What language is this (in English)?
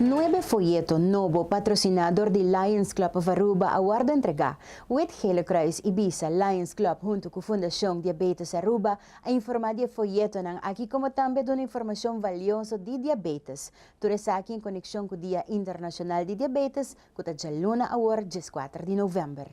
Papiamento